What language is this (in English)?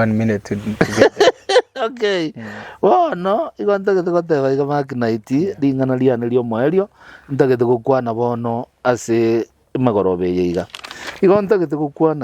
Gusii